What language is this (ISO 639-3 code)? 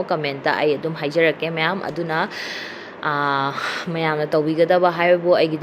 mni